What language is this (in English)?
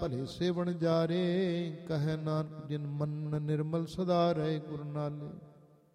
Punjabi